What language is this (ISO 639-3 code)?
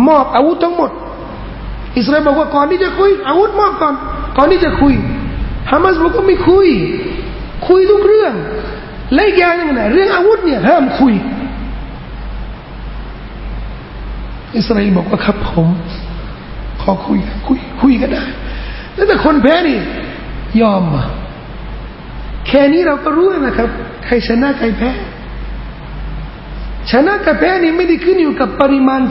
tha